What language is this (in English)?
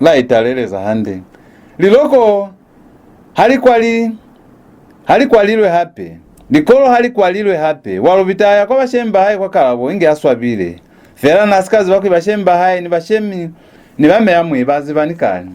Lozi